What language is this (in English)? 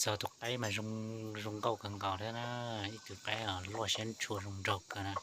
Hmong